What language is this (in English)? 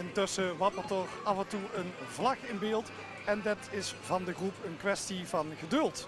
Limburgish